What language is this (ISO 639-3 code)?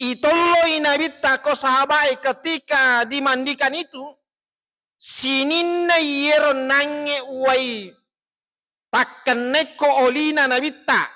bug